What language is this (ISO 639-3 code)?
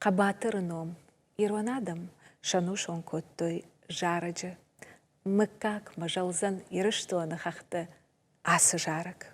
oss